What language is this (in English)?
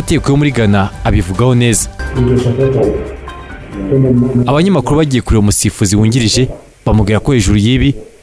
Kinyarwanda